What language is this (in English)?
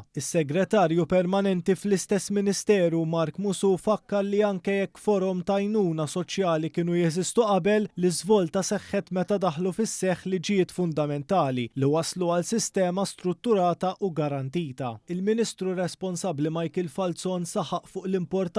Maltese